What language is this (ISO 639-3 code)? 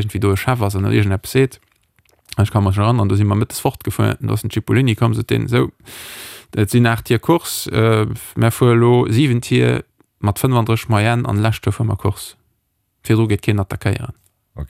ltz